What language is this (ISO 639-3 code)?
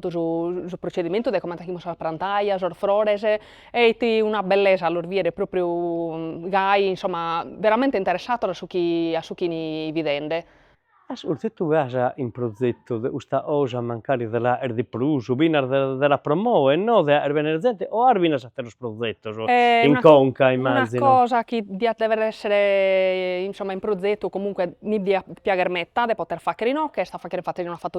srd